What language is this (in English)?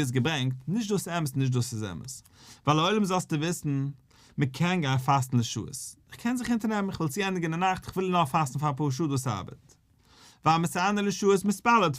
Yiddish